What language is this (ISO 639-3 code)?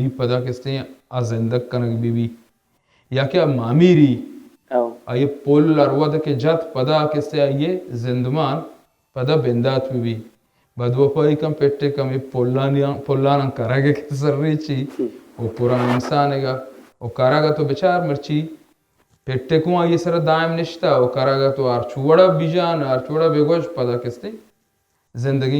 bal